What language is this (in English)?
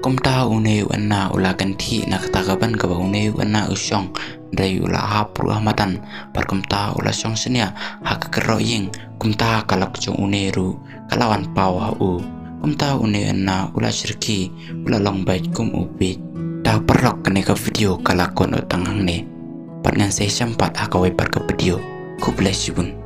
Khasi